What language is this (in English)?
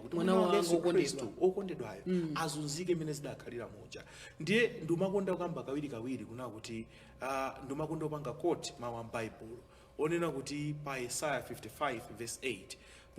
Nyanja